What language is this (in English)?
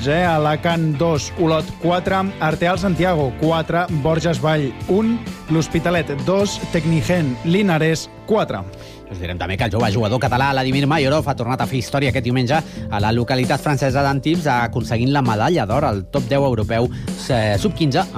Catalan